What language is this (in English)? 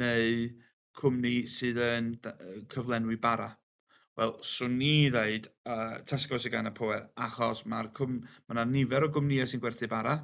Welsh